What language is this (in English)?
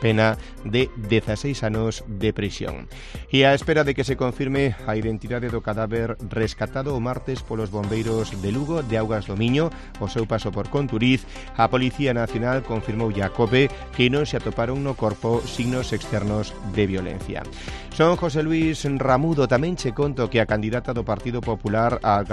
Galician